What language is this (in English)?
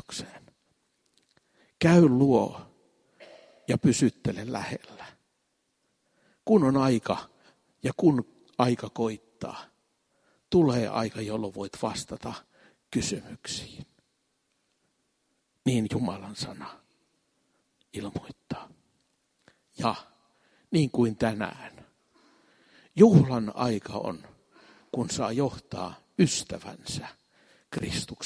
Finnish